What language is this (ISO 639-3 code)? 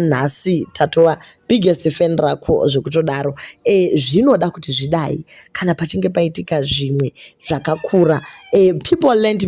sna